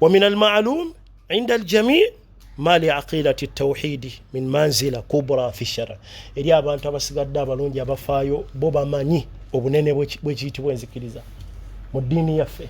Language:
Ganda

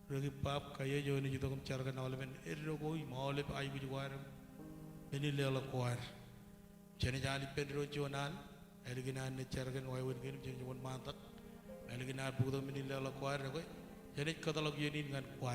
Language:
Marshallese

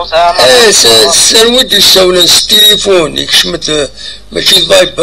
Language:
Kabyle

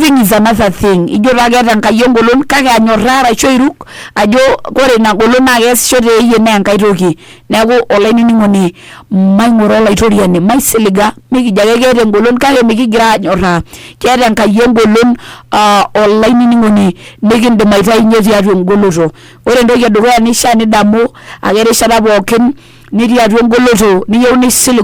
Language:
Masai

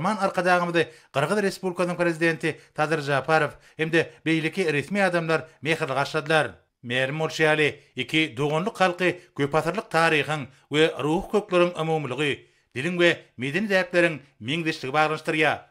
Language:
Turkmen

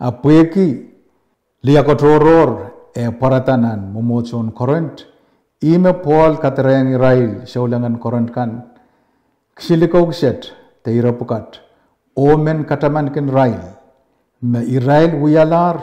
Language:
Pohnpeian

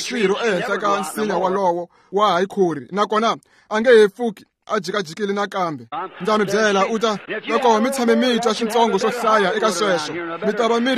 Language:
Tsonga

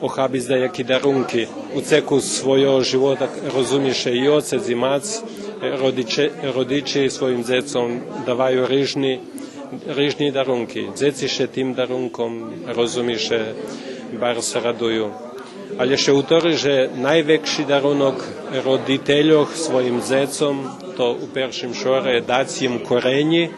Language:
Rusyn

